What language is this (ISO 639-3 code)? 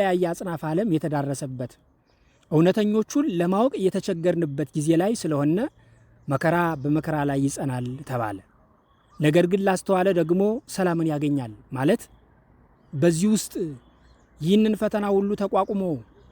amh